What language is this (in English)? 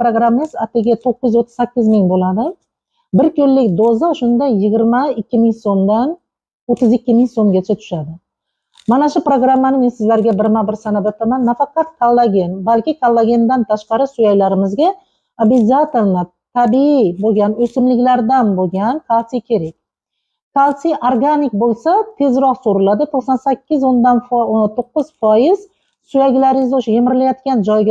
Uzbek